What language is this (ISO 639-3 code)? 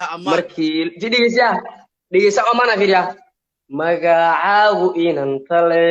som